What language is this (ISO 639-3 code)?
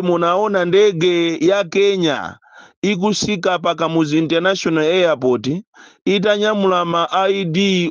nya